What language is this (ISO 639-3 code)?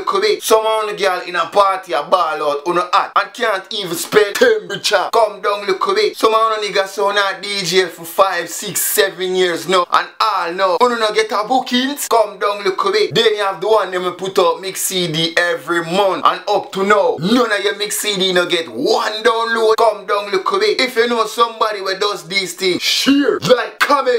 jam